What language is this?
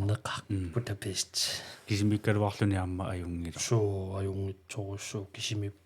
Kalaallisut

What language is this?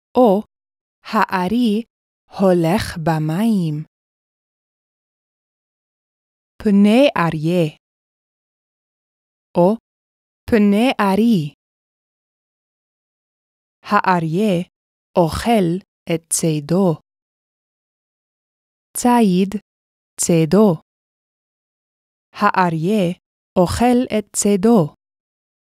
Hebrew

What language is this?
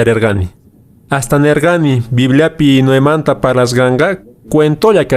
Quechua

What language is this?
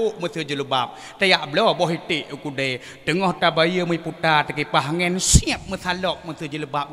Achinese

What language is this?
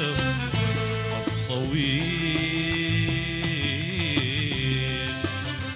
Arabic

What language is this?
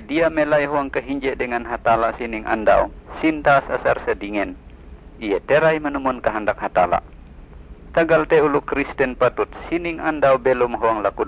Ngaju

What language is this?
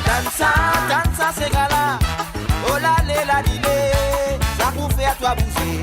Morisyen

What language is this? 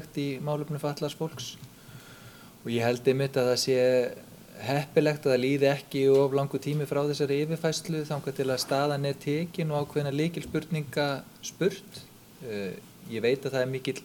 Icelandic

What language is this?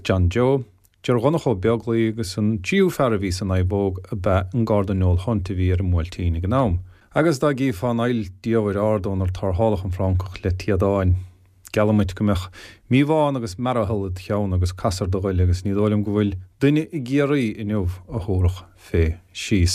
Irish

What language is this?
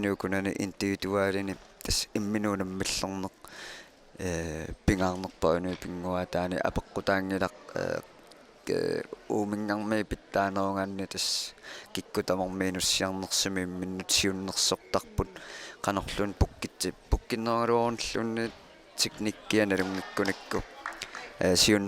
Kalaallisut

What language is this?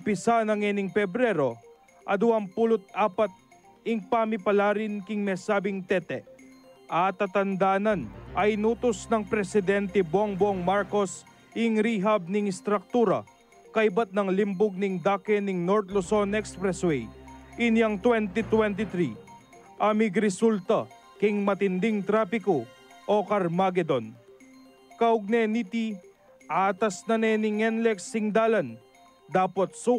Pampanga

